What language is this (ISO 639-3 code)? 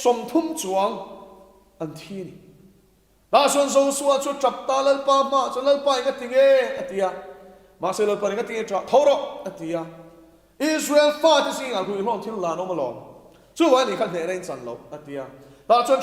lus